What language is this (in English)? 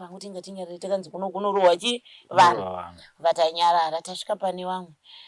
Shona